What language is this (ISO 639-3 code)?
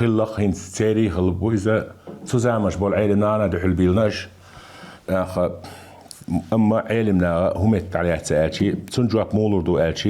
che